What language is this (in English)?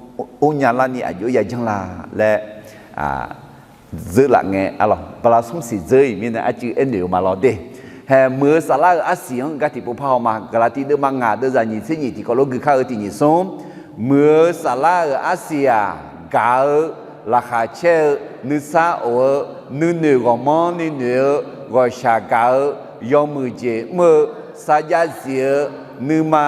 Akha